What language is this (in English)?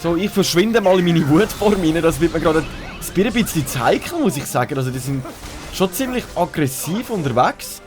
Swiss German